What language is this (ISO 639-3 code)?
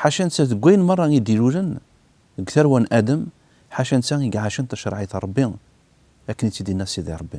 kab